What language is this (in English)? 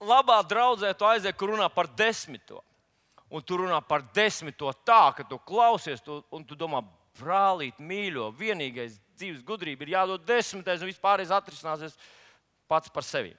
Latvian